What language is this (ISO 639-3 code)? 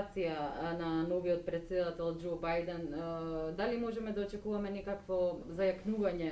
mkd